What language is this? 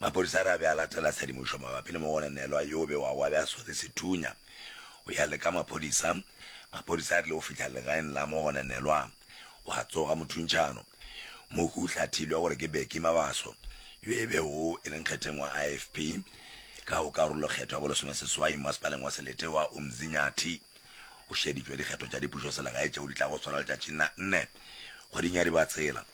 Northern Sotho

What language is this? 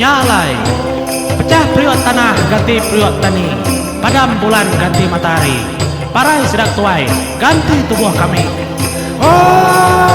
Iban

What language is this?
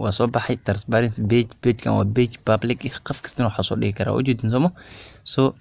Somali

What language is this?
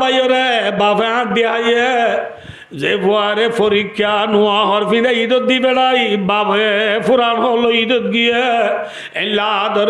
Rohingya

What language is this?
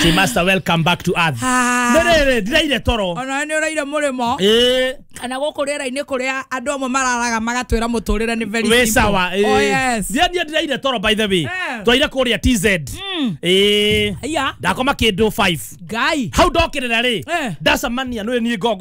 Kikuyu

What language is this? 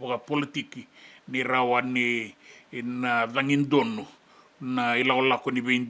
Fijian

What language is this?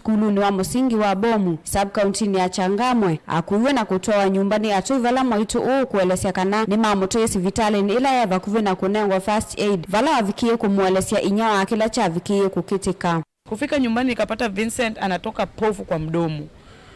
Kamba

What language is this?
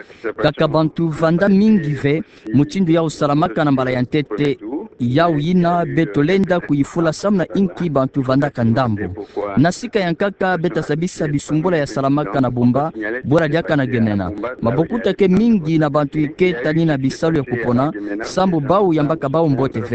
Kituba (Democratic Republic of Congo)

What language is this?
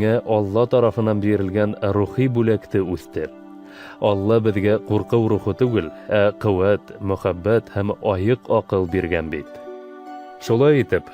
Bashkir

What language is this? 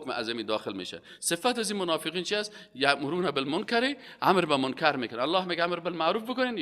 Persian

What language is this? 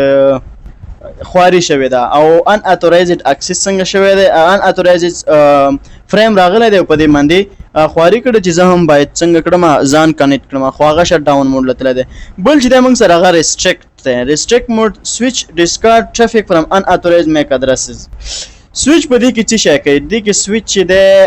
Pashto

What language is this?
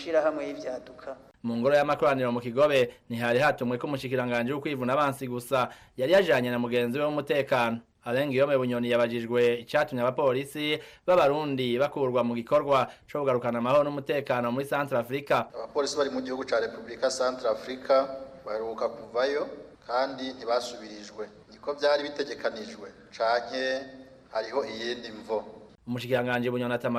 Rundi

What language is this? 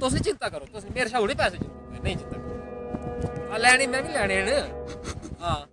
Dogri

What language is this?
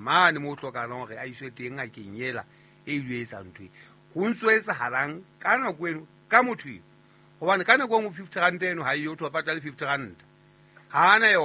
Southern Sotho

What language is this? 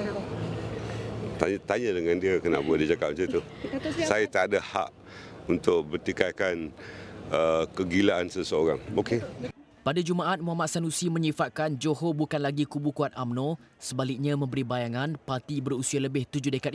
Malay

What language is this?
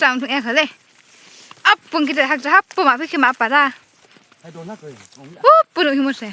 Riang (India)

